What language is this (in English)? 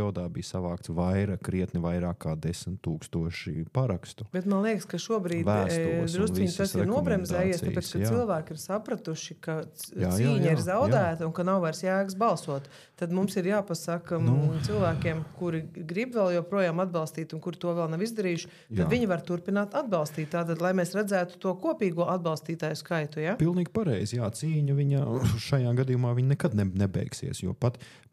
Latvian